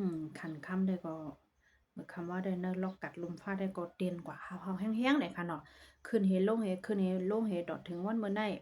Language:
Shan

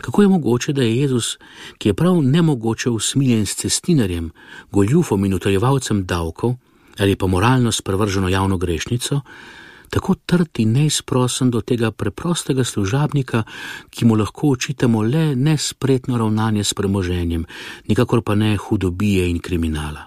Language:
Slovenian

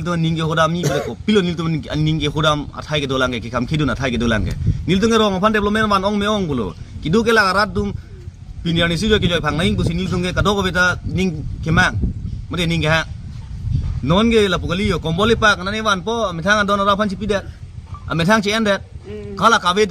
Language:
Karbi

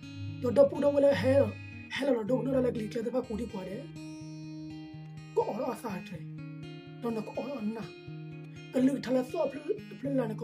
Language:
S'gaw Karen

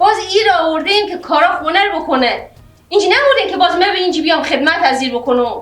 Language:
Persian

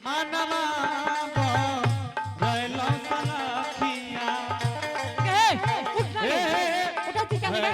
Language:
Angika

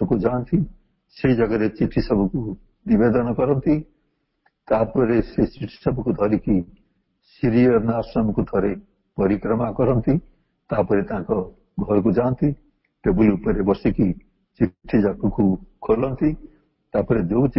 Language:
Odia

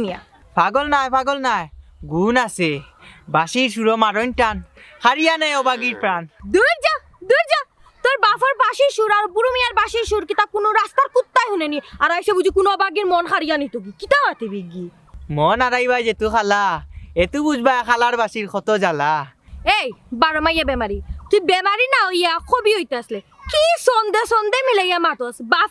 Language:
Sylheti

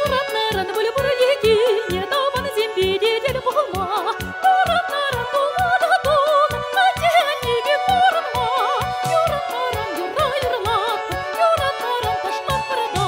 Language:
Chuvash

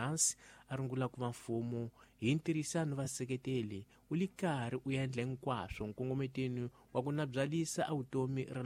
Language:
Tsonga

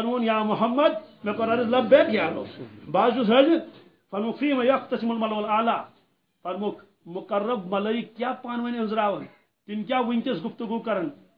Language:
Kashmiri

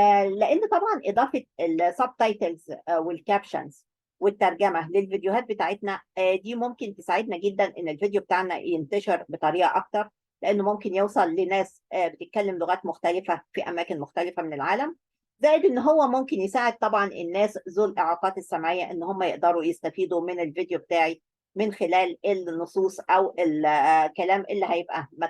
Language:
Egyptian Arabic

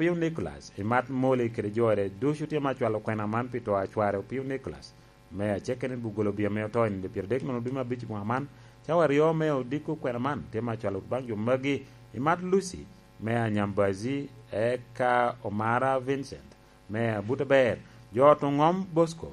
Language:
Lango (Uganda)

